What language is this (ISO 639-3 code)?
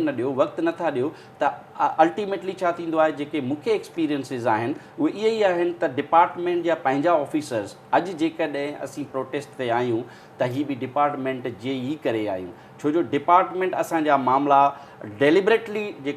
snd